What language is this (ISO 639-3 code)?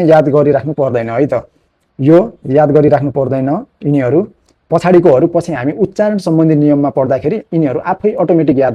nep